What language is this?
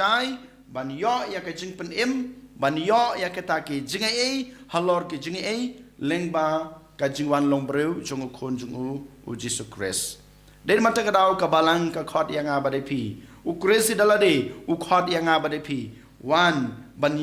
Khasi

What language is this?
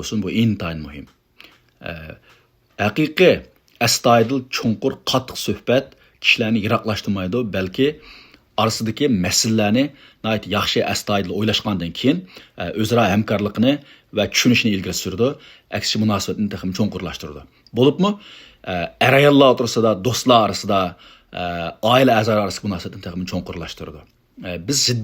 Uyghur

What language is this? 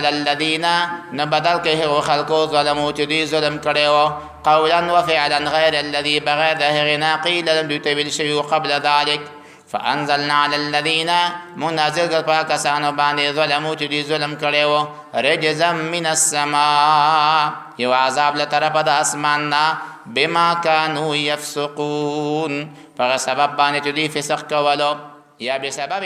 Pashto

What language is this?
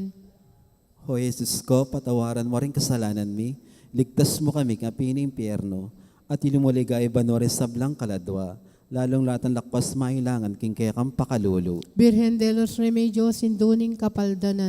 Pampanga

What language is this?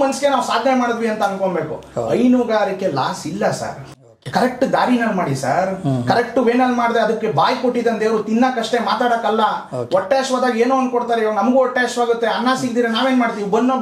Kannada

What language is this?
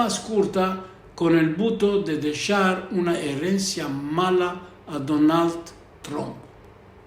Ladino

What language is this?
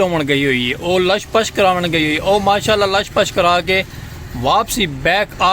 Saraiki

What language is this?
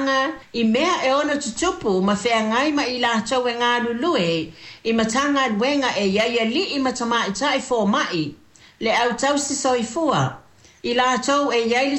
Samoan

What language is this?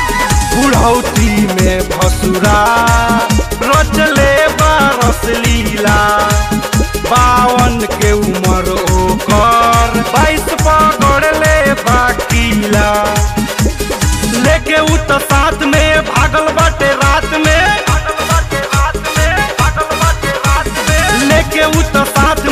Bhojpuri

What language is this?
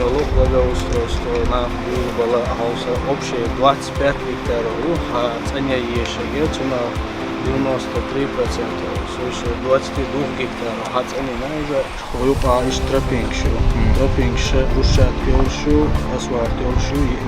Chechen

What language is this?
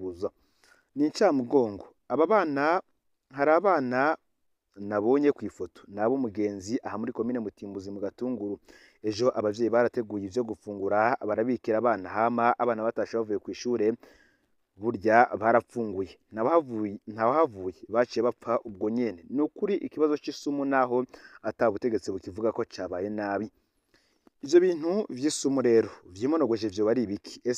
Rundi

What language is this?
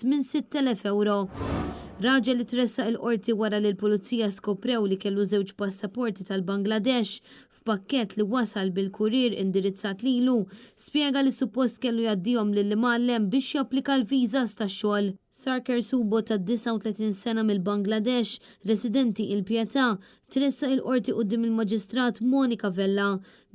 Maltese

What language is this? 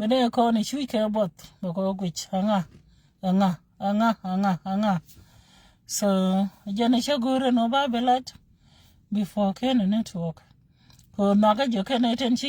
Nuer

